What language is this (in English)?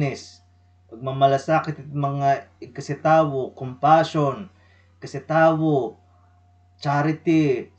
Waray